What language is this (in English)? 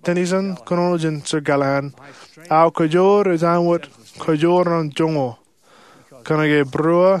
Marshallese